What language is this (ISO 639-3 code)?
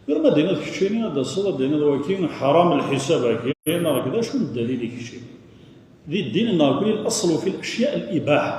kab